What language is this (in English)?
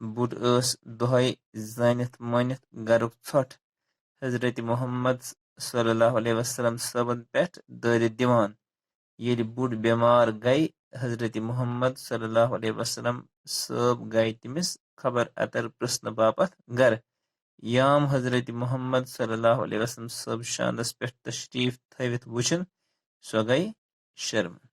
Kashmiri